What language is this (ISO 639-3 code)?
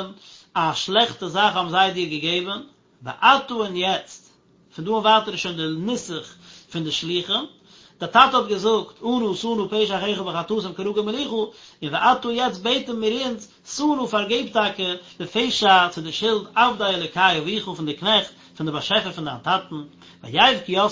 yid